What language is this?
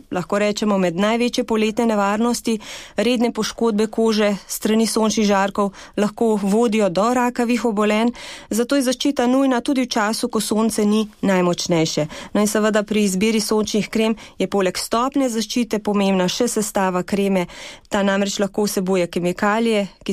Slovenian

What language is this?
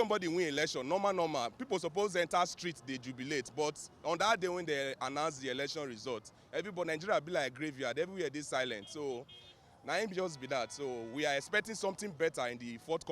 Nigerian Pidgin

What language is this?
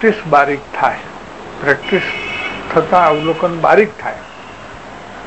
Gujarati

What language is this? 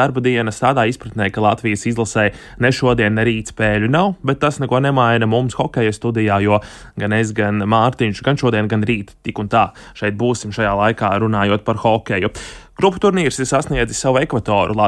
Latvian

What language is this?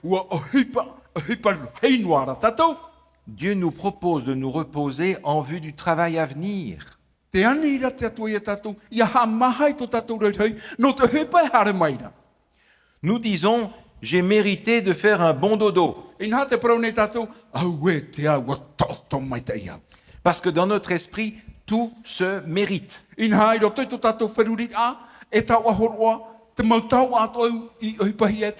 Tahitian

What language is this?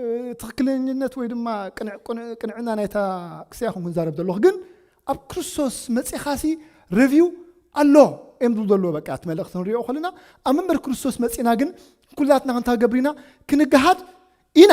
Tigrinya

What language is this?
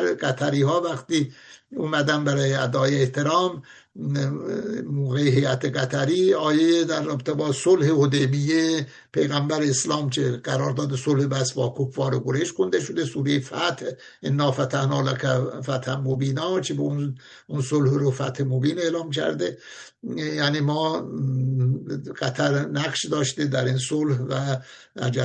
Persian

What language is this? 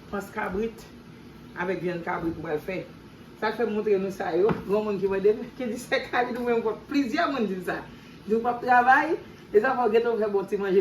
Haitian Creole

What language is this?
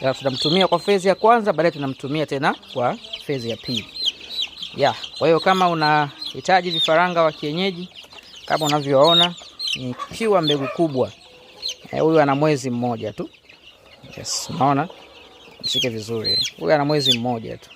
Swahili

